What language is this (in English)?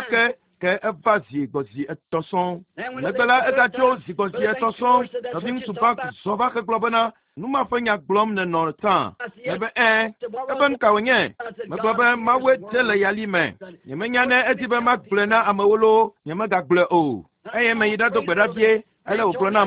Ewe